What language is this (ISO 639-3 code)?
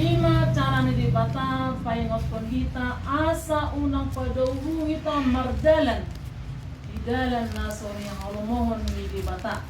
bbc